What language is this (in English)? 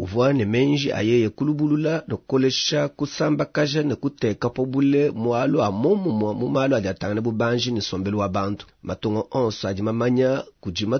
Luba-Lulua